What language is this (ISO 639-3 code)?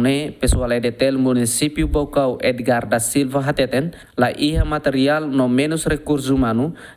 tet